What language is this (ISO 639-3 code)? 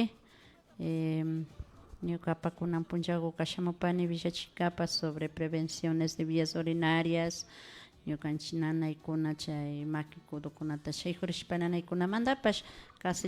qvi